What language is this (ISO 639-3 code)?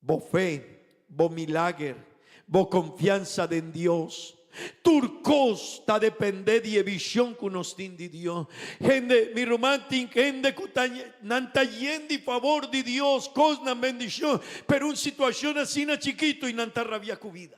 pap